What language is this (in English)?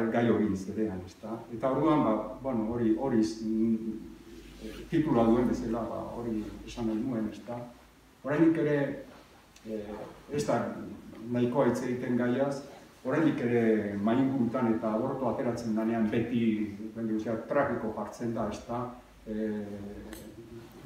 Basque